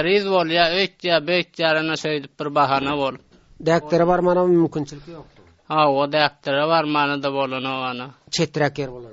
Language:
Turkmen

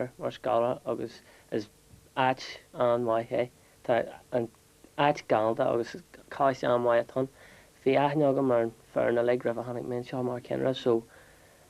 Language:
Irish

